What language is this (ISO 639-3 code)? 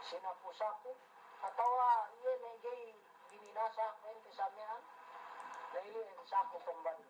yka